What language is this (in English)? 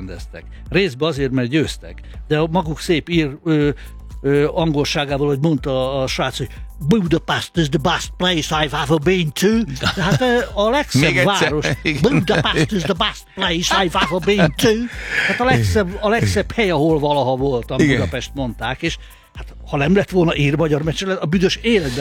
Hungarian